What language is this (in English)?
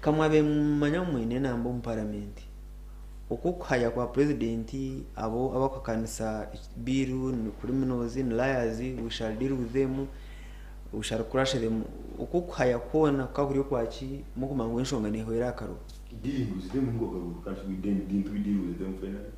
Nyankole